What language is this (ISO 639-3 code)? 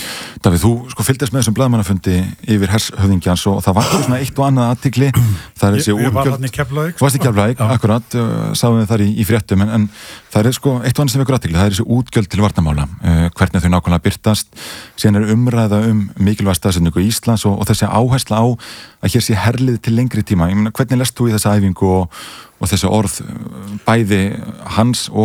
isl